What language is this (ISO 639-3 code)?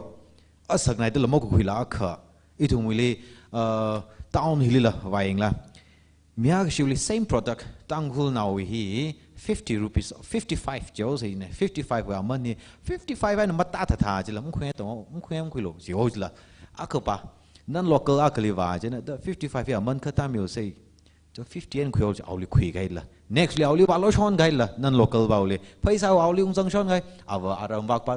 nmf